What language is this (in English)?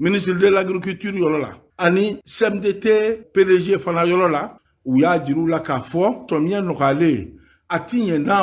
Bambara